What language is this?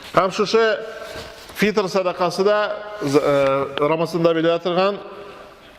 Tatar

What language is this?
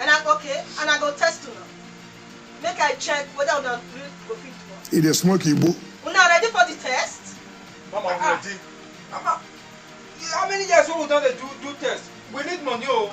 Nigerian Pidgin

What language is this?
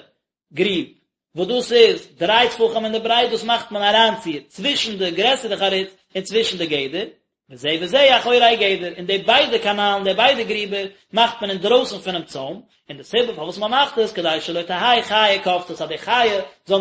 Yiddish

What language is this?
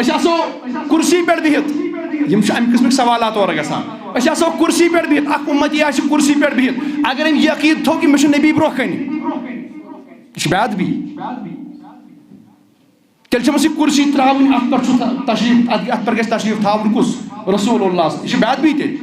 Kashmiri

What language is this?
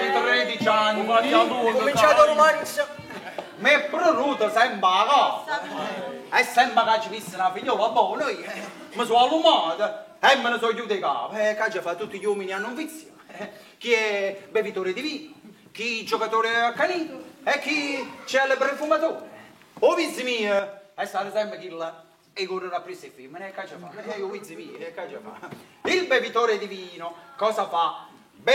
Neapolitan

